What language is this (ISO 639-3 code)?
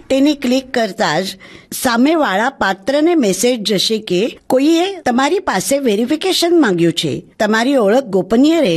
guj